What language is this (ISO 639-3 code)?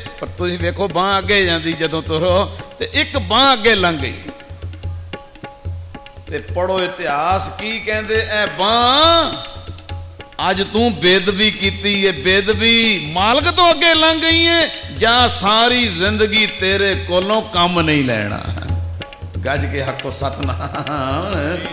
pan